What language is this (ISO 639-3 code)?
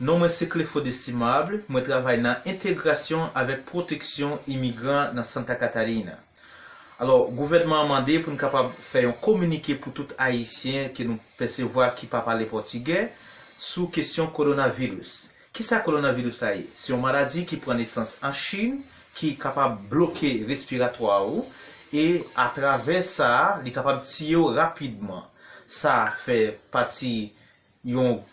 hat